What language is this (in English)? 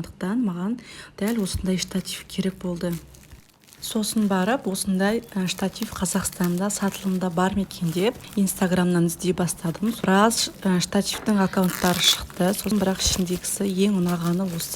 Kazakh